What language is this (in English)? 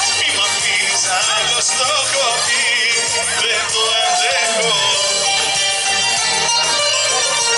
Greek